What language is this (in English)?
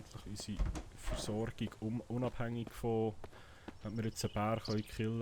Swiss German